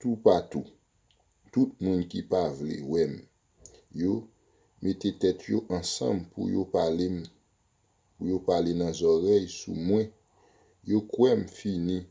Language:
Haitian Creole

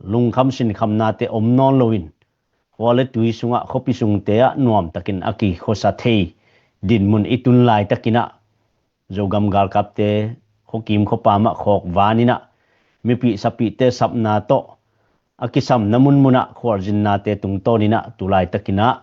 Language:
Tedim Chin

